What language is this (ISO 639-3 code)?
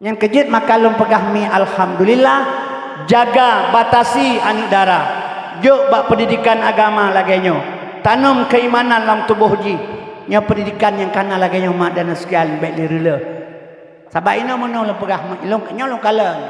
ace